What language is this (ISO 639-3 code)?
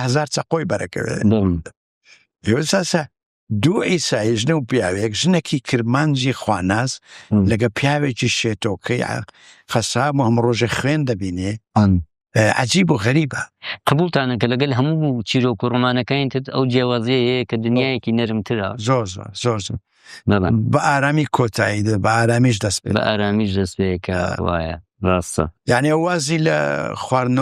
ckb